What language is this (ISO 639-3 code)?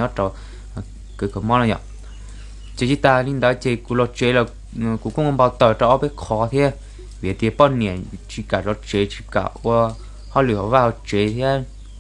hmn